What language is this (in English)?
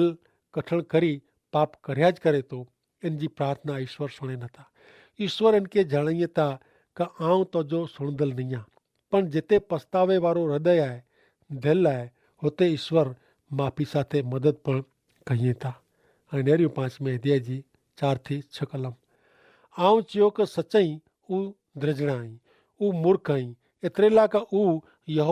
Kachhi